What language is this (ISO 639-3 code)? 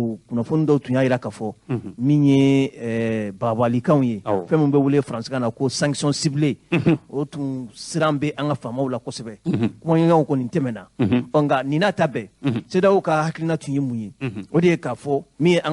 bam